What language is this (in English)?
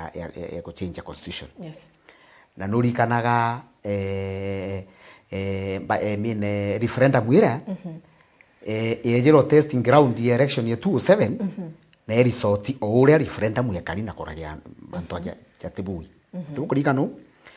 Meru